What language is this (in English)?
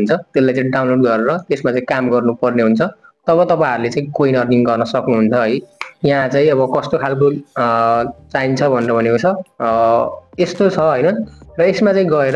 Nepali